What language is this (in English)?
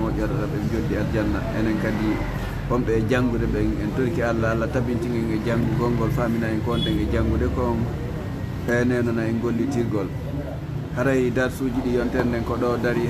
Fula